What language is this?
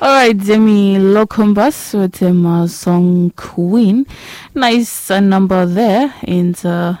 Bislama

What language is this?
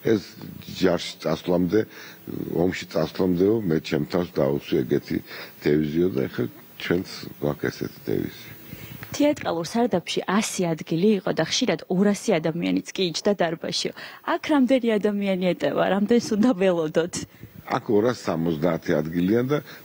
Georgian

